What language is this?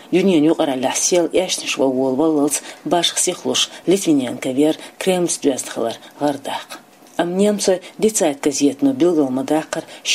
Chechen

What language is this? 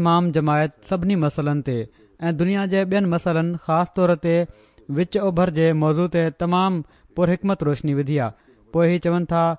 Sindhi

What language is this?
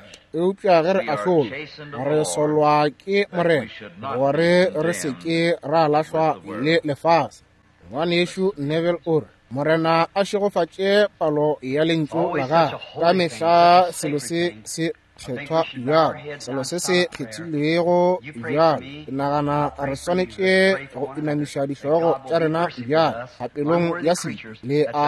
Northern Sotho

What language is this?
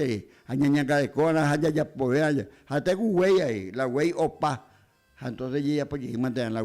Guarani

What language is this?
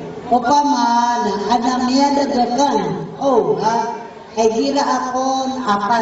Maranao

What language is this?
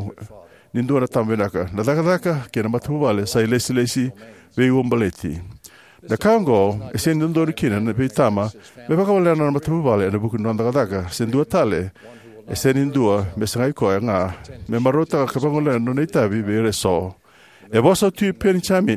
Fijian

